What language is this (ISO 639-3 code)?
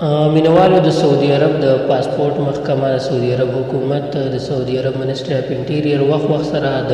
pus